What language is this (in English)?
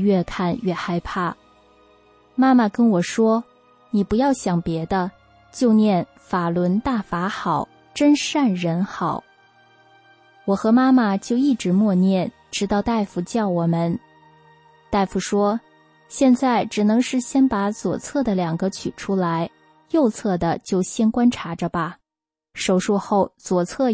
Chinese